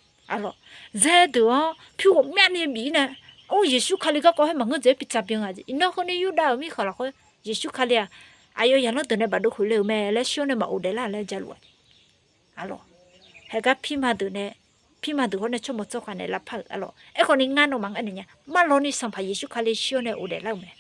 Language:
Akha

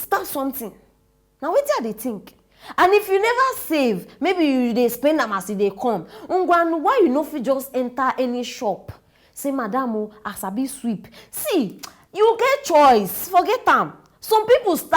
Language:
Nigerian Pidgin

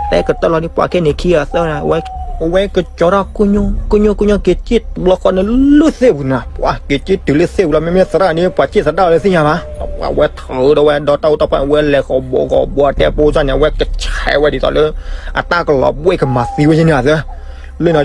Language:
S'gaw Karen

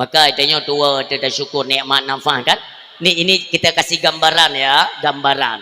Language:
Achinese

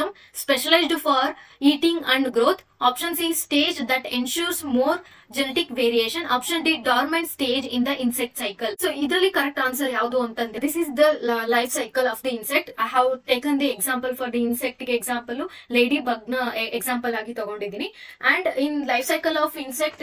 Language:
Kannada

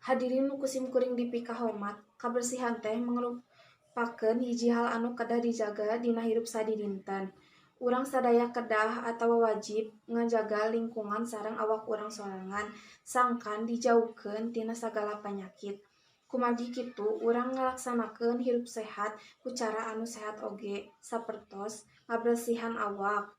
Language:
Sundanese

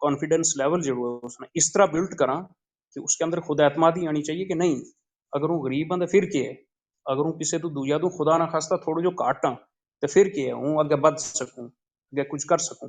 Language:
Gujari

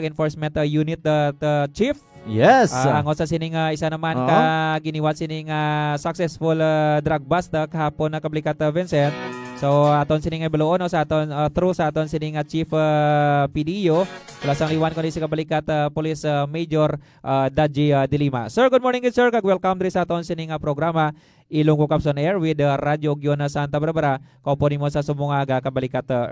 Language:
Hiligaynon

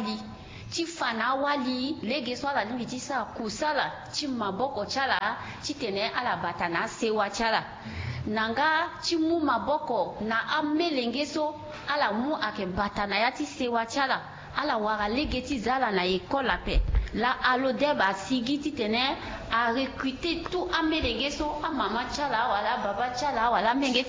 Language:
Sango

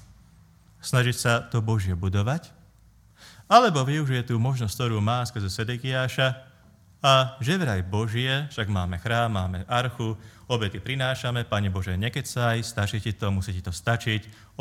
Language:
Slovak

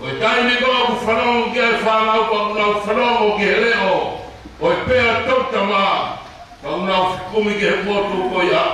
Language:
Tongan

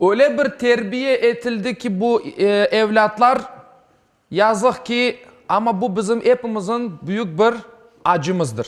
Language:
Crimean Tatar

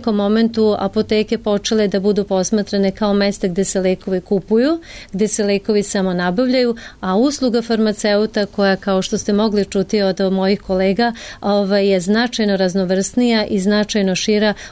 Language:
Serbian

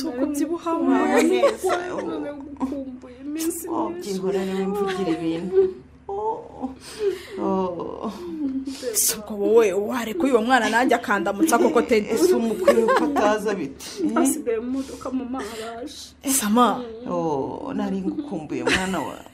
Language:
Kinyarwanda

